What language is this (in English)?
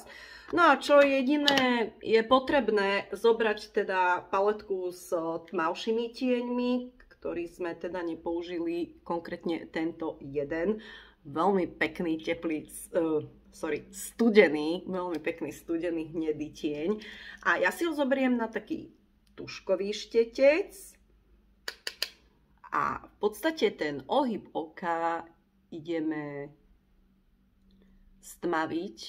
Slovak